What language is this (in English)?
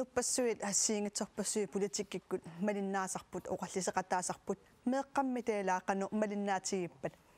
Kalaallisut